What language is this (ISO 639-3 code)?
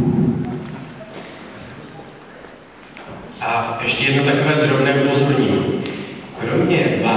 ces